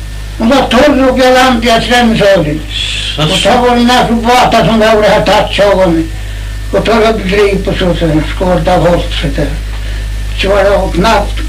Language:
Faroese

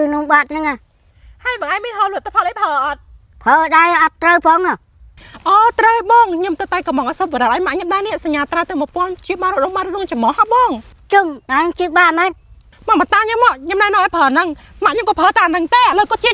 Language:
Khmer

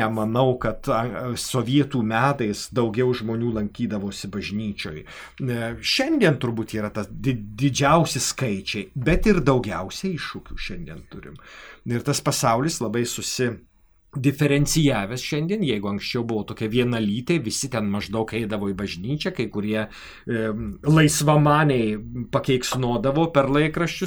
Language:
Lithuanian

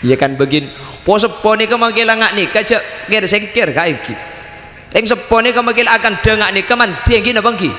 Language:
Madurese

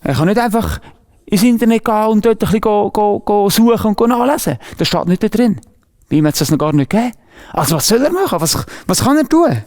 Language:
Swiss German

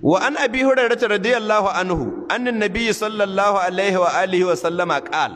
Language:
Hausa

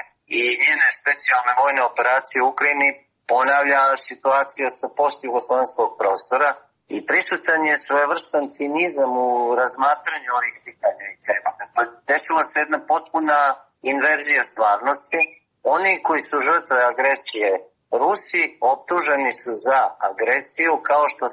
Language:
Serbian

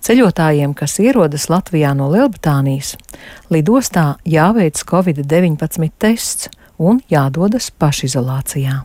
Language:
Latvian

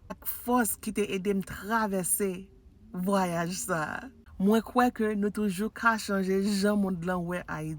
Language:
Haitian Creole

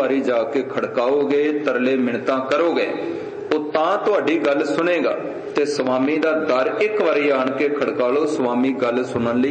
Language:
Punjabi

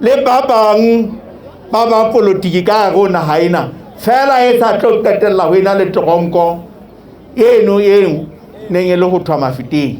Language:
Southern Sotho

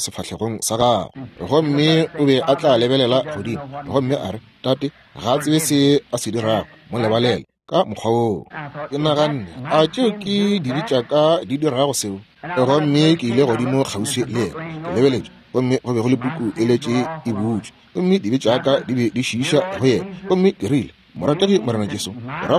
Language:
Northern Sotho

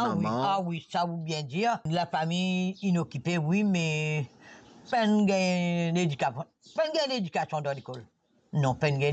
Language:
Morisyen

